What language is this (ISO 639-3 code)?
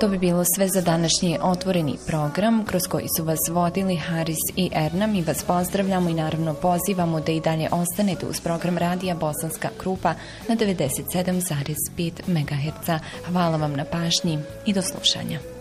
bos